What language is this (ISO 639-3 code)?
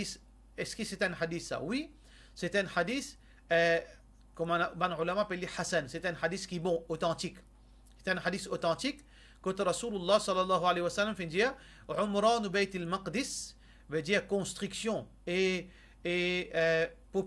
mfe